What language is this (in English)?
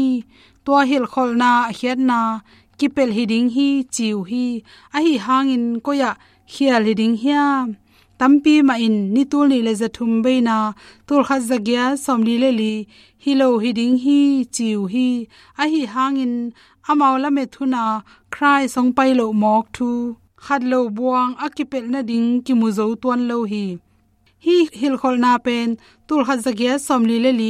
Tedim Chin